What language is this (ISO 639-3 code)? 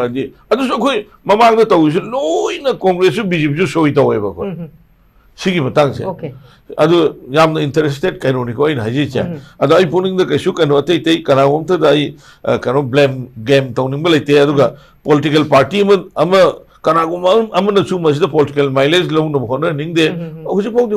mni